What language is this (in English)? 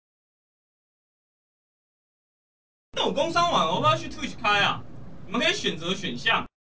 Chinese